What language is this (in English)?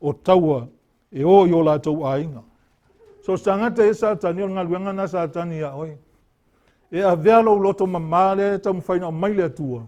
Samoan